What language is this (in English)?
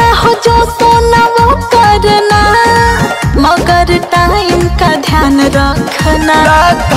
Bhojpuri